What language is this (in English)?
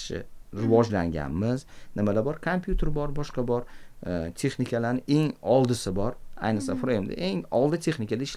Uzbek